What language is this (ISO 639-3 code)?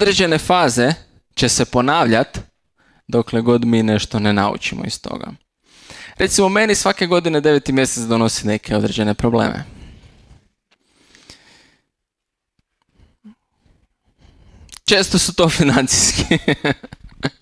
hrv